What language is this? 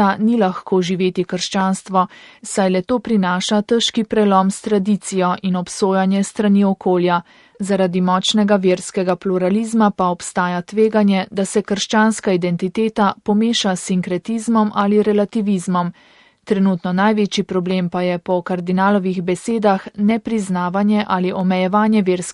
Slovenian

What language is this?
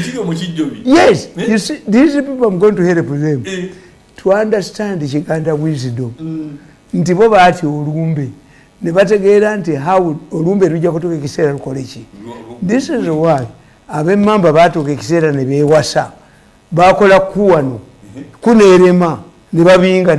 Ganda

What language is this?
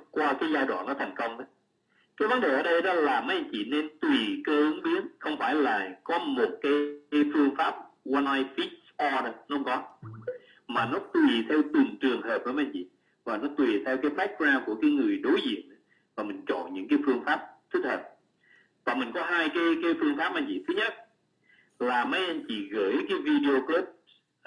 Vietnamese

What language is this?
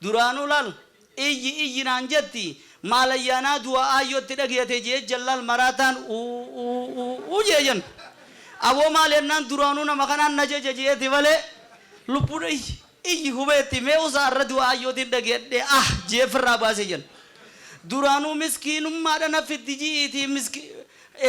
Oromo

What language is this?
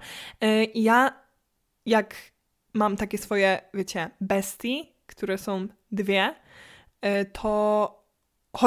Polish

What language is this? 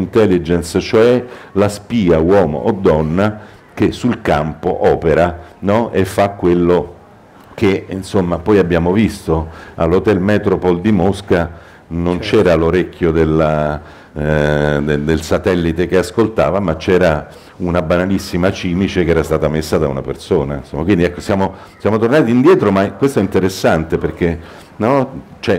Italian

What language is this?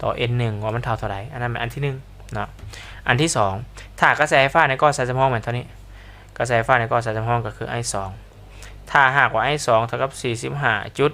Lao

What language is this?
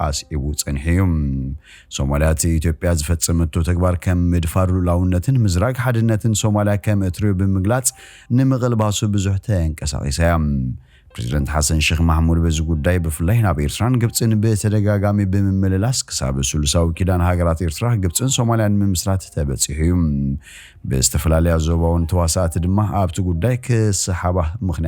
Tigrinya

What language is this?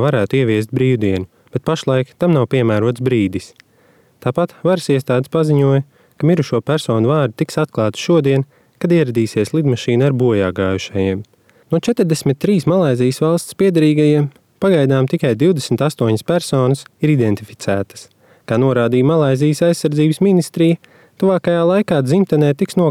Latvian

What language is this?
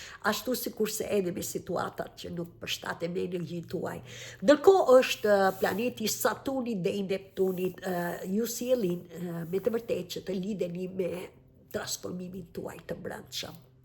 Albanian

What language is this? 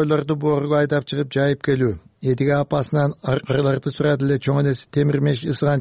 Kyrgyz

